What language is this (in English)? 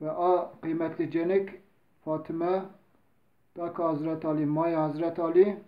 Zaza